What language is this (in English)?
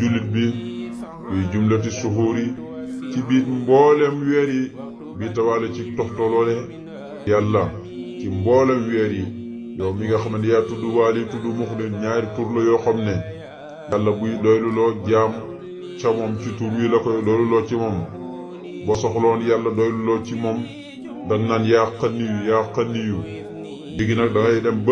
Wolof